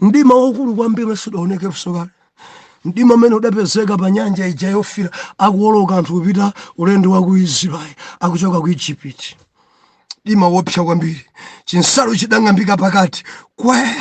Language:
Nyanja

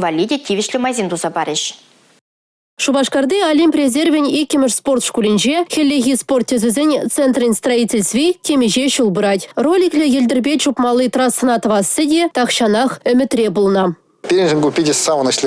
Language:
Chuvash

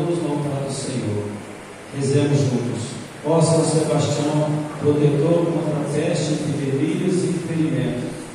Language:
Portuguese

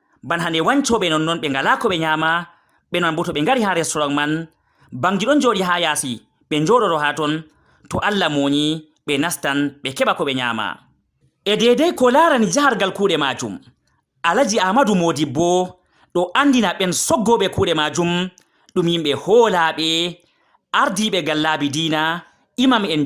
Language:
Fula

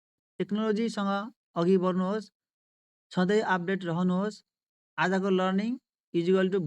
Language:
Nepali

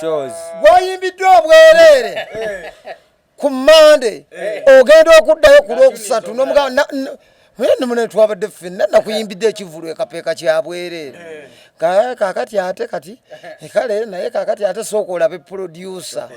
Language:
Ganda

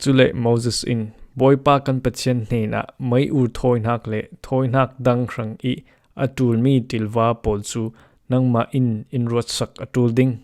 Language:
Falam Chin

